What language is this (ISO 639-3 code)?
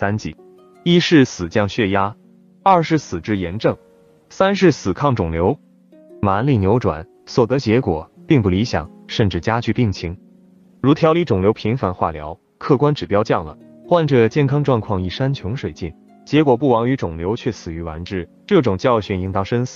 zho